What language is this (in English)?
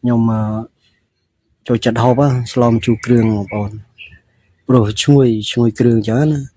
Khmer